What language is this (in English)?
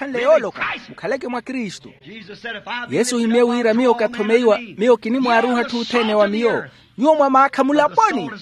Makhuwa